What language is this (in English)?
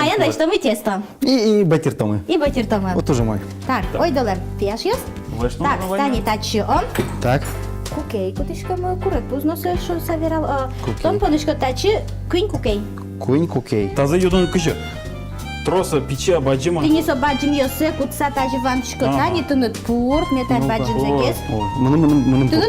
Udmurt